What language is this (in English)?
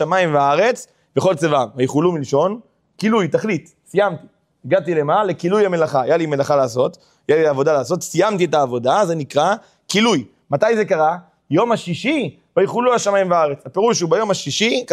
Hebrew